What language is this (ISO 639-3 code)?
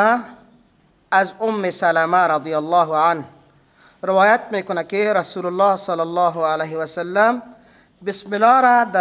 fas